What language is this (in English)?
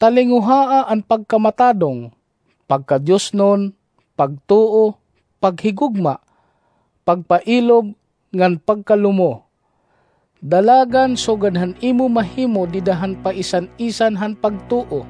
Waray